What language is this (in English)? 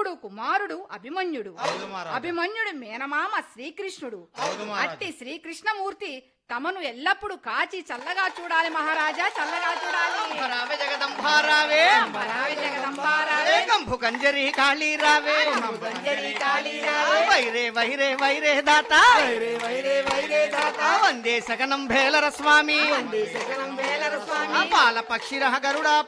Telugu